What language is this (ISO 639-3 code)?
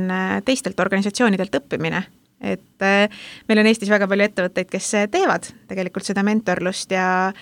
est